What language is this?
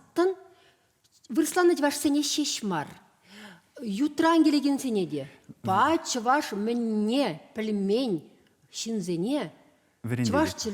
Chuvash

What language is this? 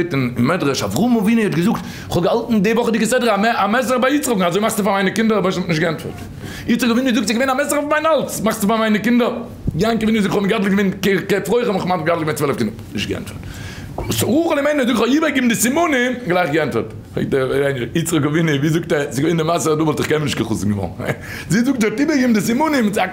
Yiddish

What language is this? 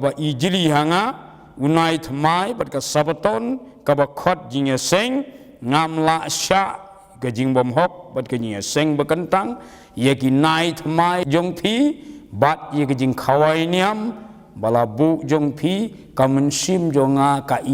Khasi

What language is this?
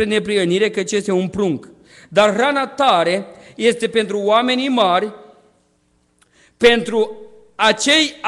Romanian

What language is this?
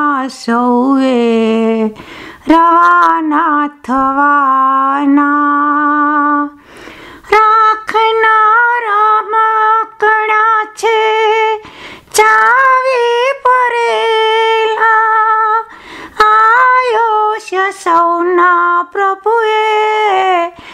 Gujarati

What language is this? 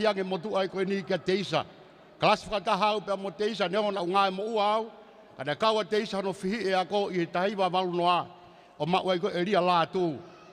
Tongan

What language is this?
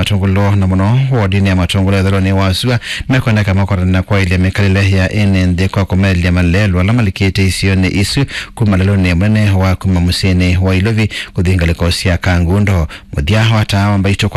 Kamba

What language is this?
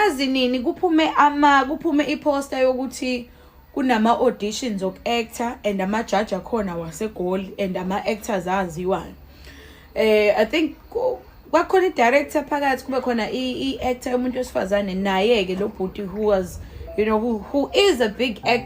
Zulu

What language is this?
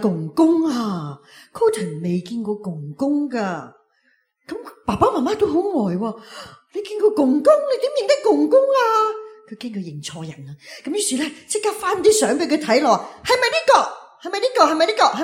Cantonese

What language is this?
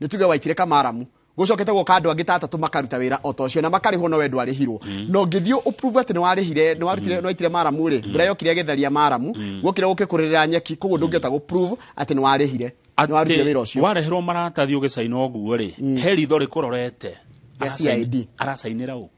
Kikuyu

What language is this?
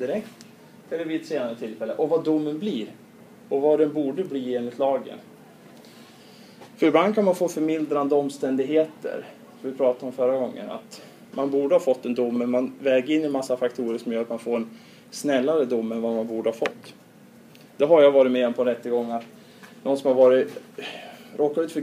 Swedish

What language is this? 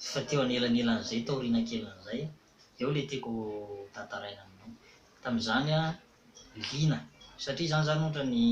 Malagasy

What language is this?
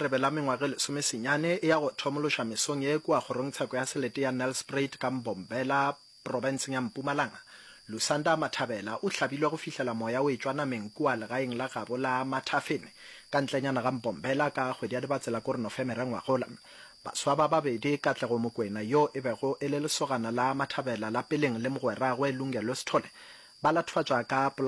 Northern Sotho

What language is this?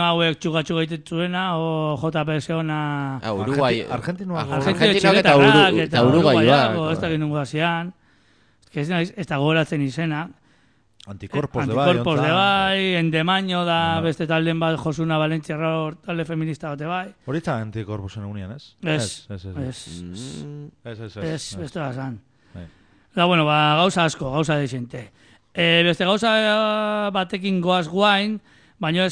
Basque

